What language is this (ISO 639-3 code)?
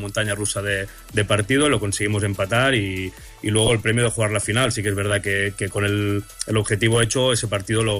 spa